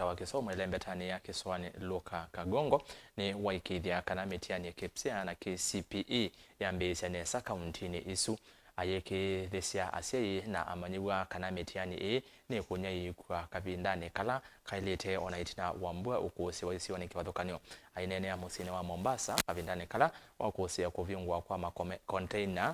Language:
Kamba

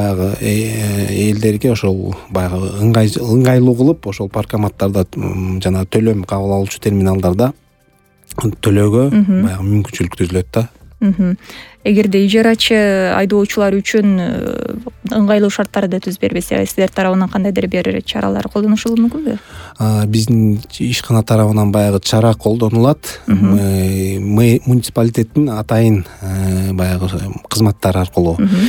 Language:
Kyrgyz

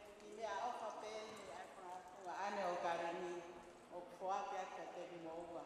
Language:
Tongan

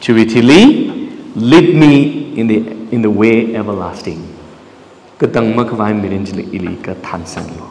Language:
Tangkhul Naga (India)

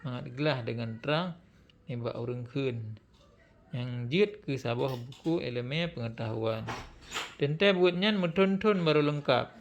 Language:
Achinese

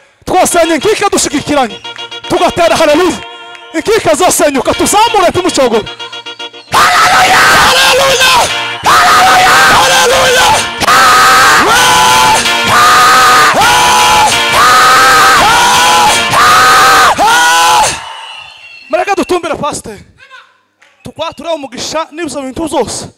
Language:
Kinyarwanda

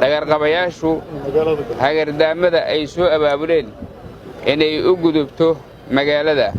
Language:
Somali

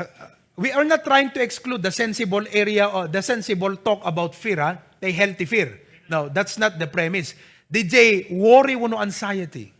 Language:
Iloko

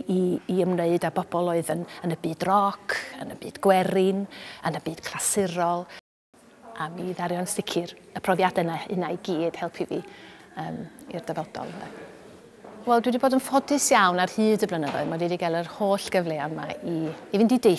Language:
Welsh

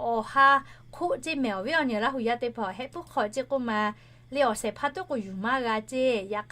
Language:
Lahu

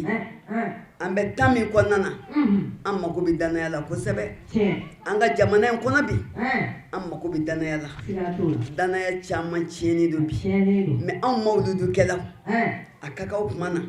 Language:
Bambara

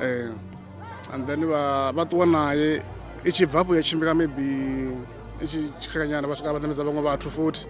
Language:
Venda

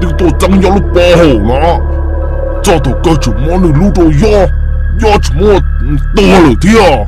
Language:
Hmong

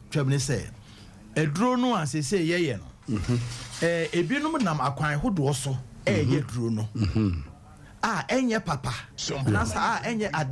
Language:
Akan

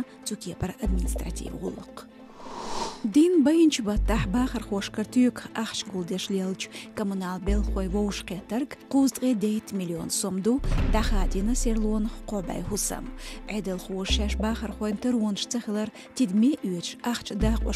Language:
Chechen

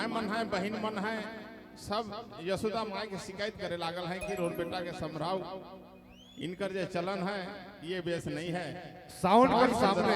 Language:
Sadri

